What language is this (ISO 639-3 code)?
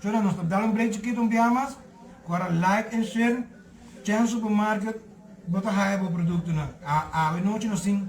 pap